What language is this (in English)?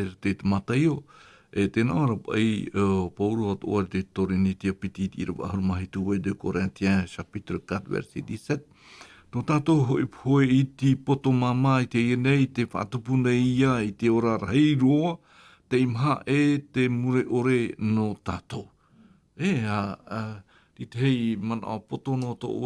Tahitian